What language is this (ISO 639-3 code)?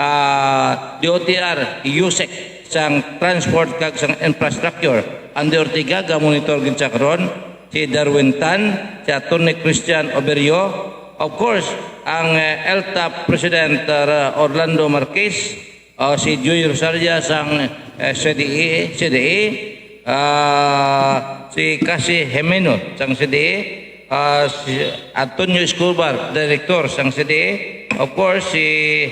hil